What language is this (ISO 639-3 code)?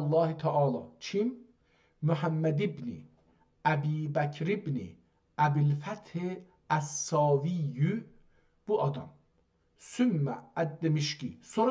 azb